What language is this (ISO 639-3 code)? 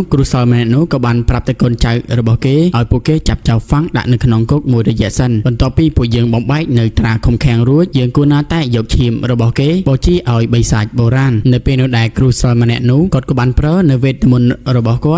khm